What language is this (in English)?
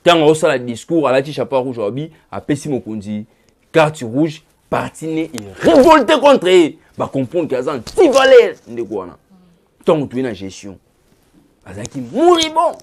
Lingala